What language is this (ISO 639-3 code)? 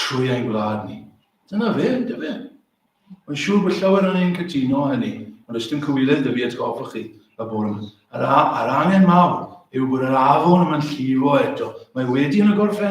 cym